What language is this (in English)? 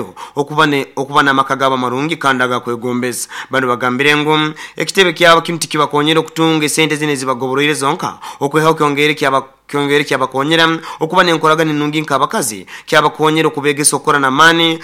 Nyoro